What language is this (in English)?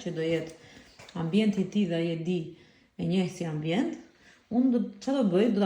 Albanian